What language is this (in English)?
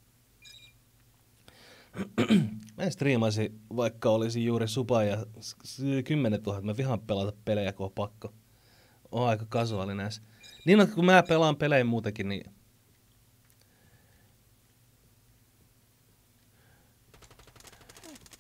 Finnish